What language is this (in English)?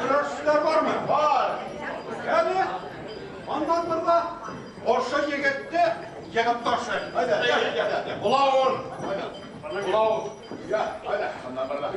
Bashkir